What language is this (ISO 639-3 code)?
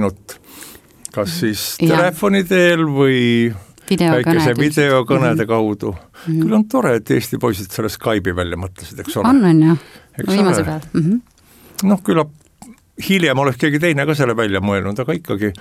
est